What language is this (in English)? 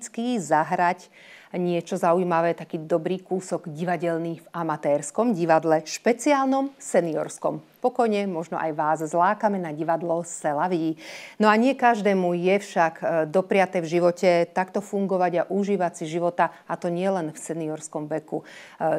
Slovak